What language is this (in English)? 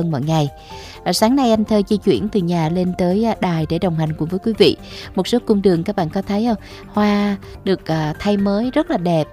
Vietnamese